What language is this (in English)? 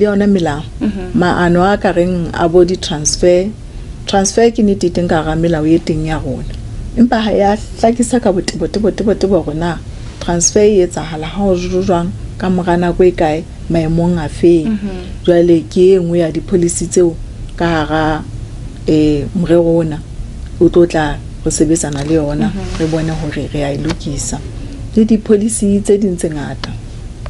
Southern Sotho